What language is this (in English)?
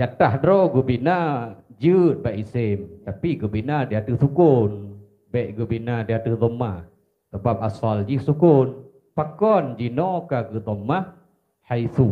Achinese